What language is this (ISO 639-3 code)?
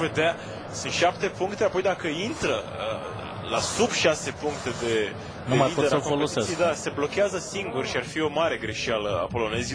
ron